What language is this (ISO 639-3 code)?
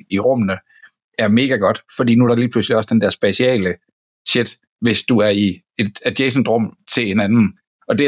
dan